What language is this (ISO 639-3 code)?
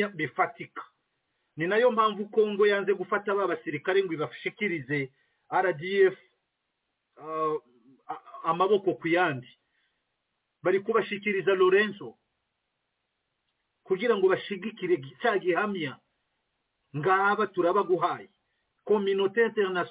kin